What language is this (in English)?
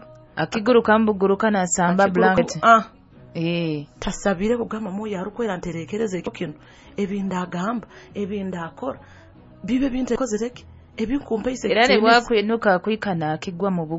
Nyoro